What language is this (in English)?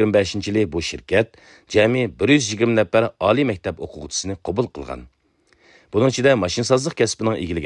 Uyghur